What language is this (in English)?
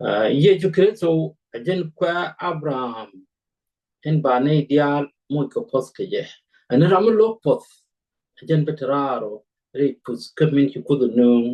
Nuer